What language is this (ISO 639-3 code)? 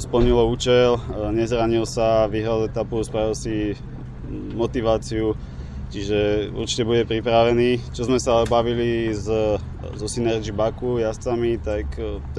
slk